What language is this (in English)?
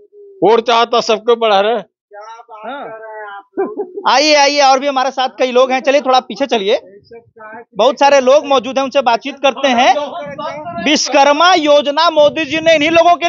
Hindi